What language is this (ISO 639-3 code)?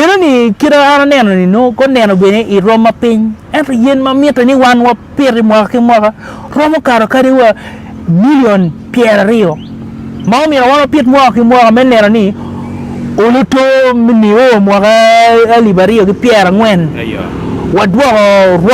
ach